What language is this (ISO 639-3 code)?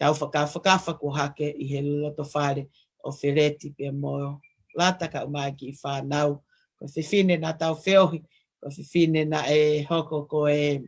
ton